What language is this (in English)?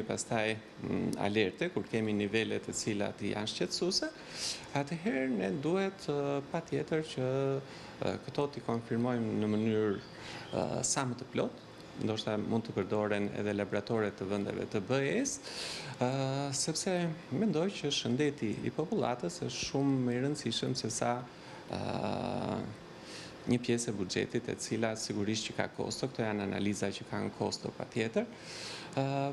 Albanian